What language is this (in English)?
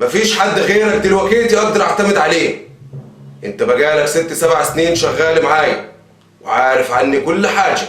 Egyptian Arabic